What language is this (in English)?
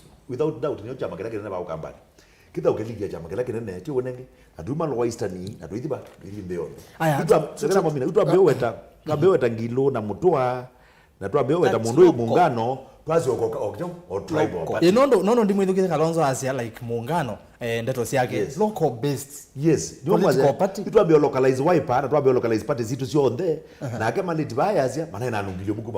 Kamba